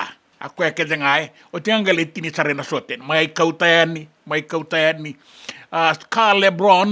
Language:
Fijian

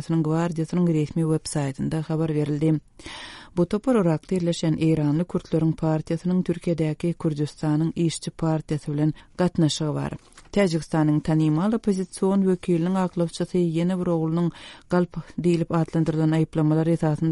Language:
Turkmen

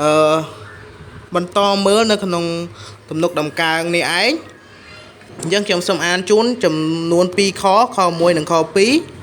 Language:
Khmer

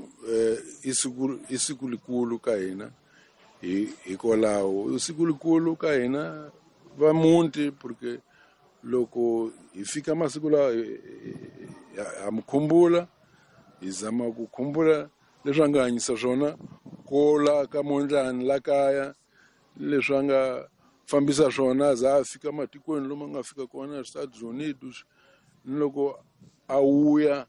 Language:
Tsonga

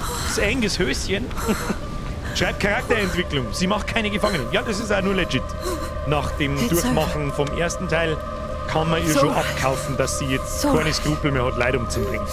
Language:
Bavarian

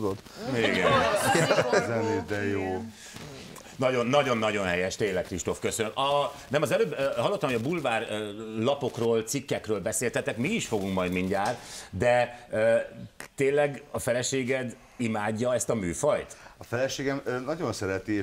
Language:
Hungarian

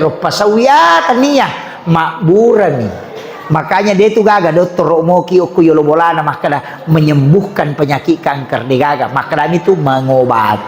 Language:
Buginese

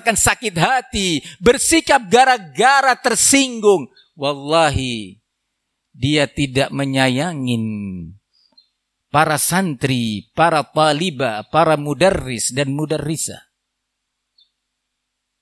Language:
Indonesian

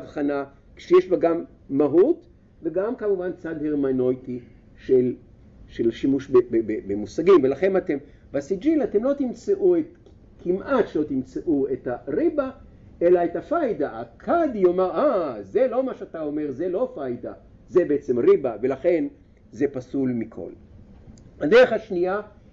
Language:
Hebrew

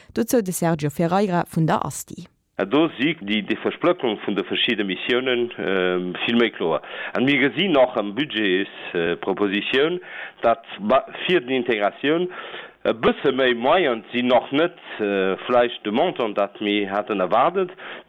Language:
Luxembourgish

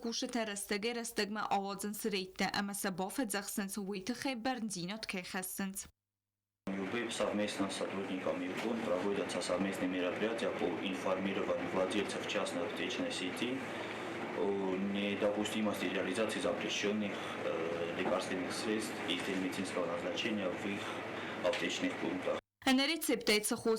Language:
Ossetic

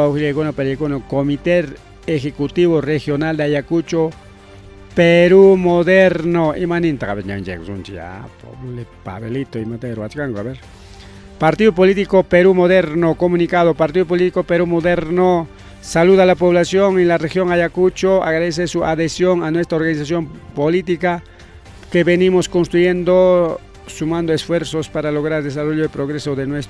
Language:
Ayacucho Quechua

